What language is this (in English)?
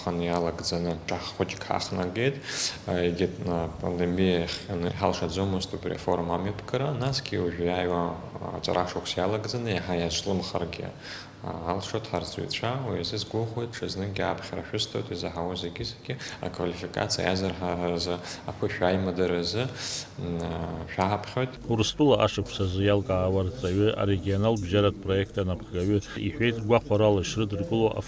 Abkhazian